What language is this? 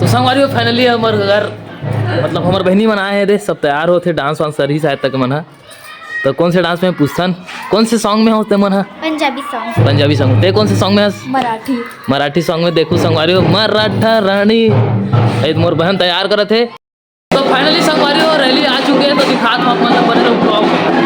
Chhattisgarhi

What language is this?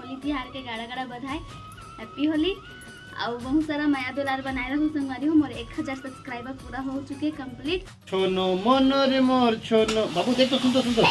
Chhattisgarhi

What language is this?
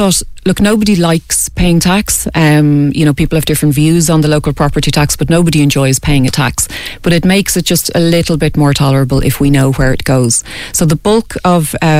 English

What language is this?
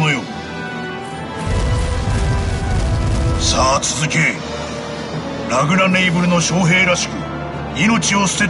Japanese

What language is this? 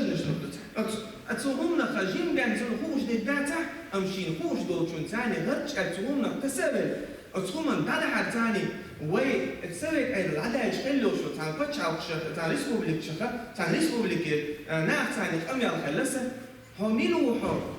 Chechen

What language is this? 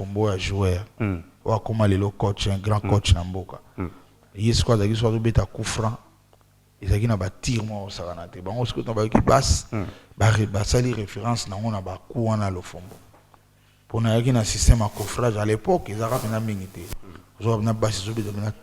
Lingala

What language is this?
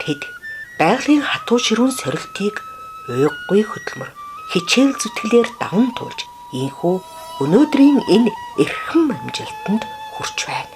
Mongolian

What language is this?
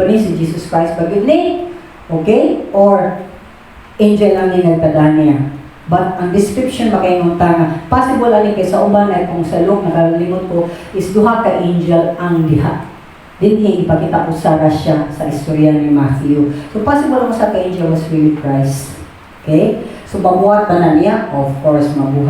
Cebuano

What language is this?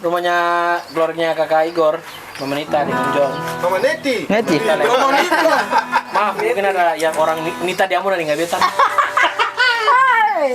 Ambonese Malay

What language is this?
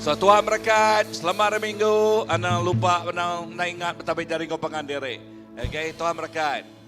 Iban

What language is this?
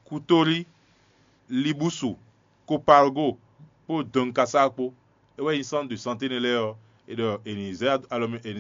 Fon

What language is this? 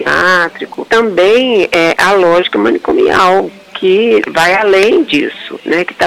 Portuguese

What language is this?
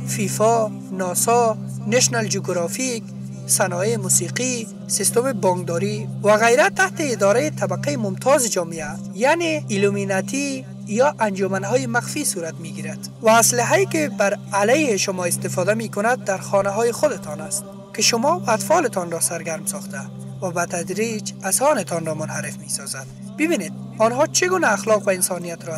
Persian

